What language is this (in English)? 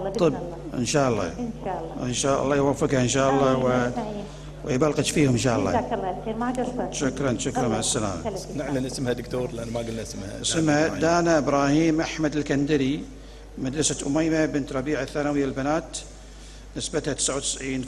Gulf Arabic